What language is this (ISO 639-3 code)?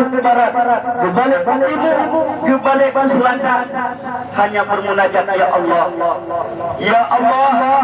ace